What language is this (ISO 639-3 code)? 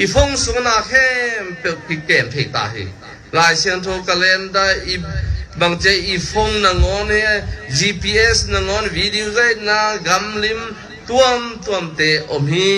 ctd